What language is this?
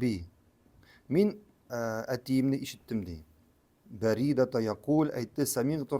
Tatar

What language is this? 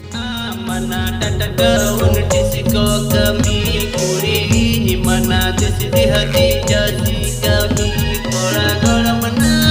Santali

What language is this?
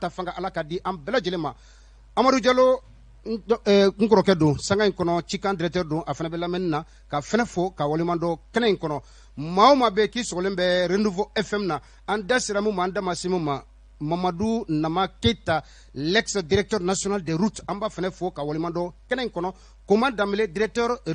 Bambara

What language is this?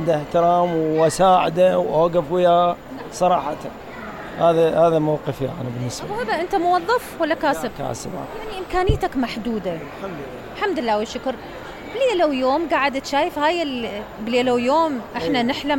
Mesopotamian Arabic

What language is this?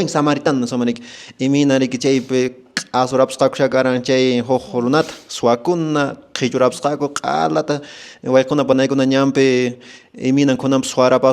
Quechua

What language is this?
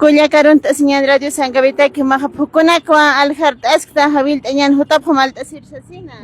Aymara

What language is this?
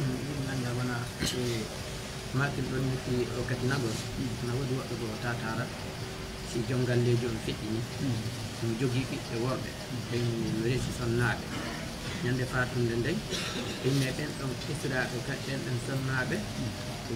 Pular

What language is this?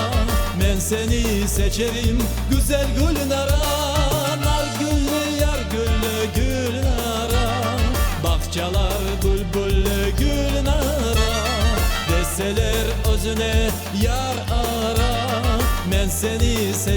Crimean Tatar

